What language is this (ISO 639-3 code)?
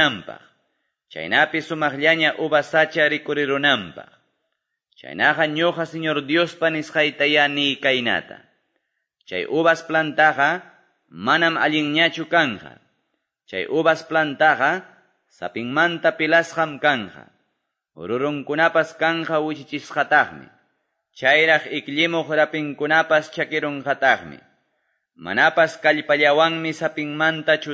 que